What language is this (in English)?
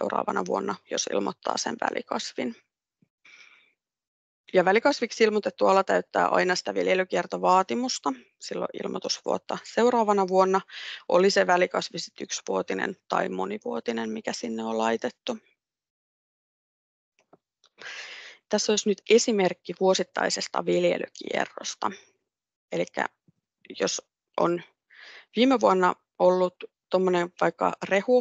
Finnish